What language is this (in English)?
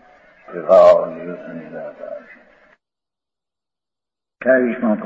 Gujarati